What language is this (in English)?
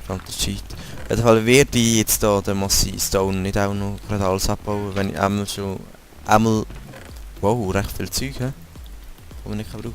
Swiss German